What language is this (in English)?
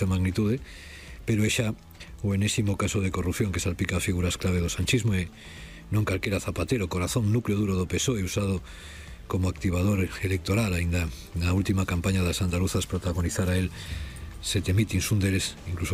Galician